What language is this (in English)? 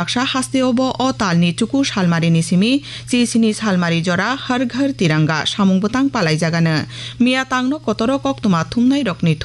Kok Borok